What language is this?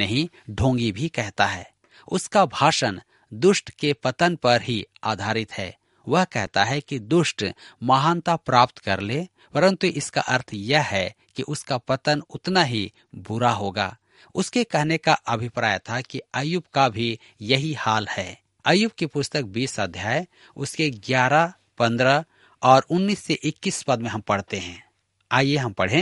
Hindi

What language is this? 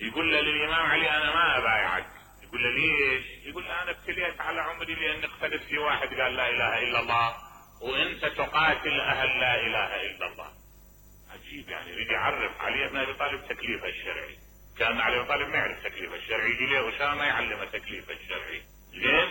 Mesopotamian Arabic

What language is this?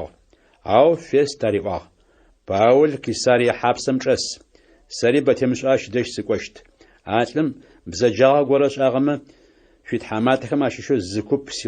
Adyghe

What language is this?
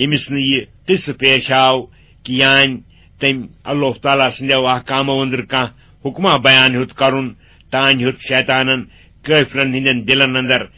Kashmiri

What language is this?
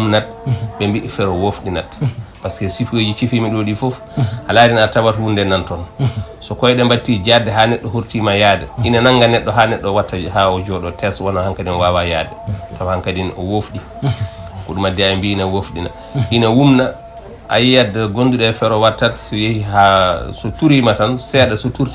Fula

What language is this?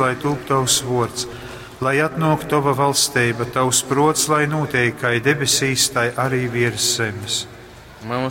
Latgalian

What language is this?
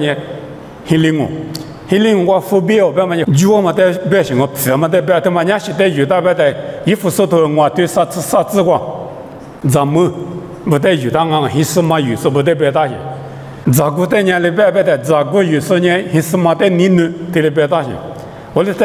Lisu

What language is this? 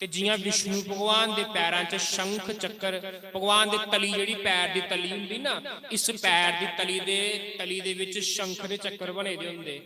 Dogri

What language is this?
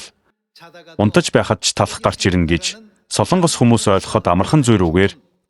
Mongolian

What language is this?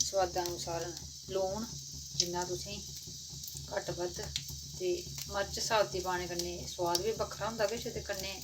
Dogri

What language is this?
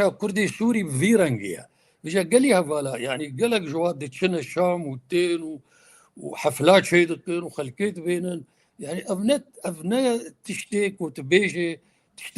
Kurdish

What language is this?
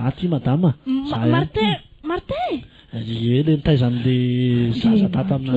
Malagasy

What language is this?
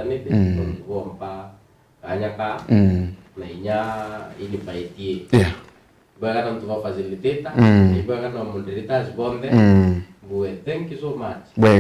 Meru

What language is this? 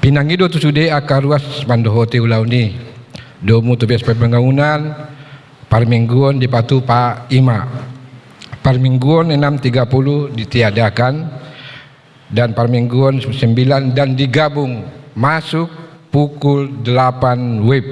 Batak Toba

